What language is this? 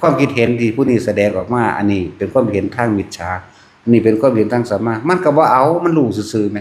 Northeastern Thai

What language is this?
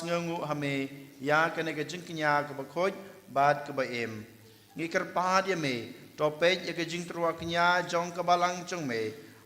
Khasi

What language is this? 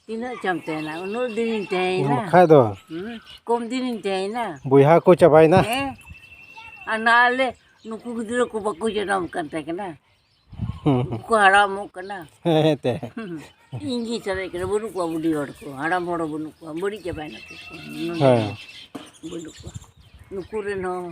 Santali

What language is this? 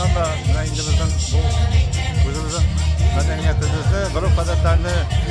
Tatar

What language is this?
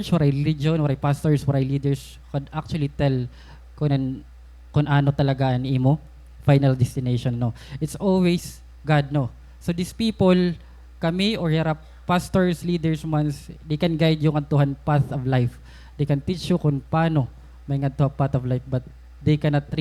Waray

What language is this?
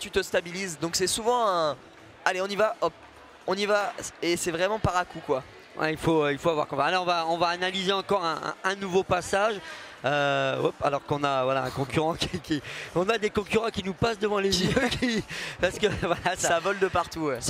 French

